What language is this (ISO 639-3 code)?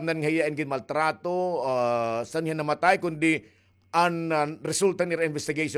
war